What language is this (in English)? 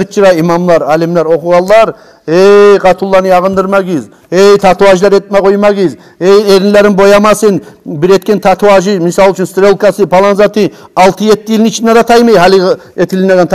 Kumyk